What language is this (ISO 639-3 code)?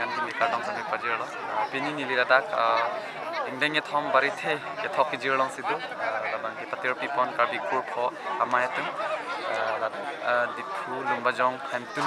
mjw